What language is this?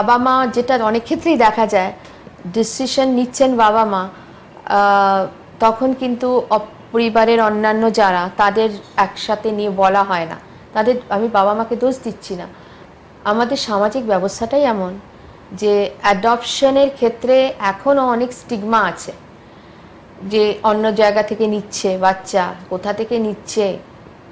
Bangla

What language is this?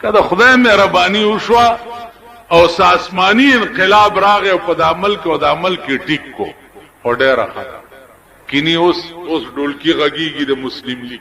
Pashto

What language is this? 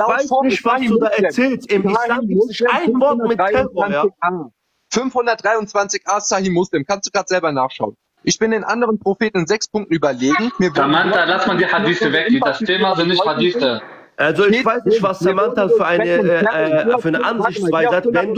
German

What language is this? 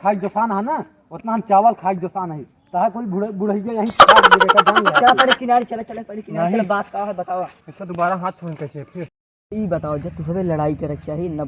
Awadhi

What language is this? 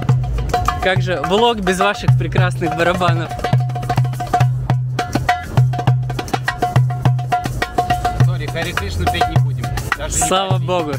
Russian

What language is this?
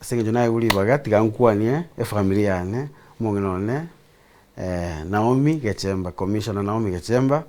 Gusii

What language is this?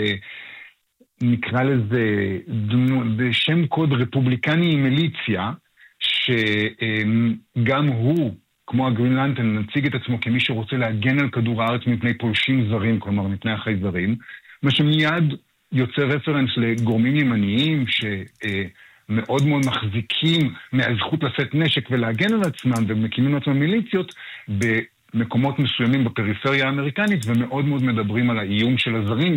Hebrew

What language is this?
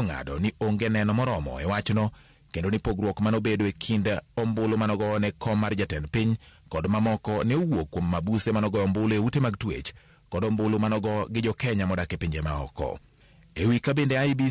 Luo (Kenya and Tanzania)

